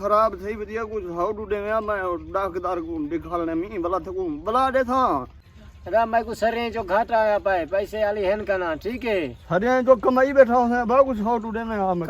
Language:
Saraiki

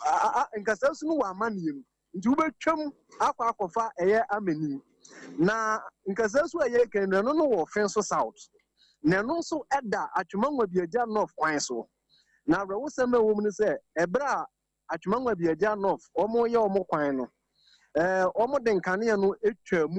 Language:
Akan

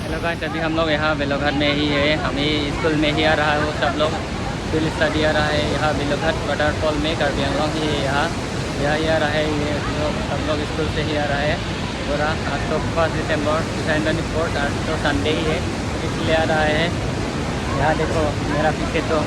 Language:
Karbi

